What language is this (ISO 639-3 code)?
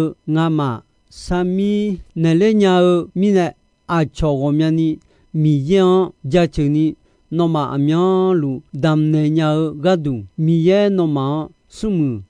ahk